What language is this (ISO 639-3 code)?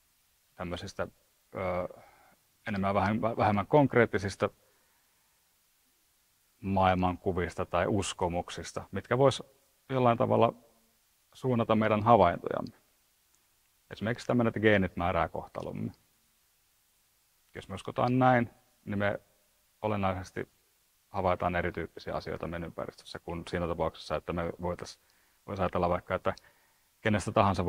fin